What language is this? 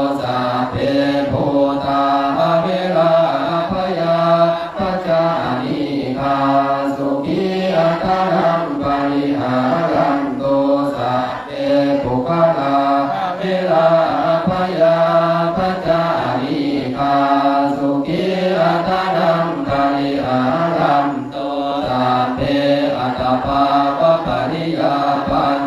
Pali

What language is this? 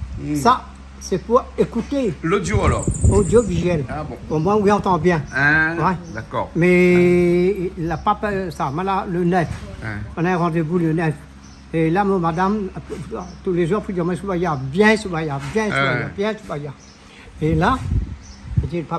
Réunion Creole French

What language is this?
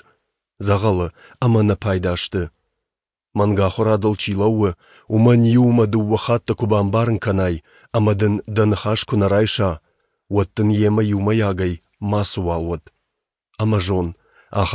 Ossetic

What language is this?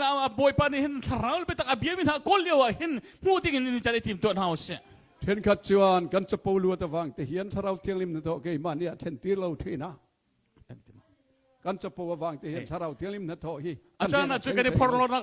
Hakha Chin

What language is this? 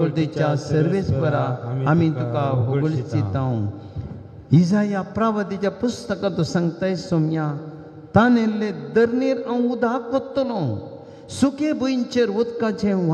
Konkani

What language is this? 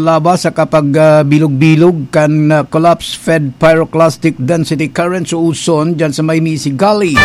Bikol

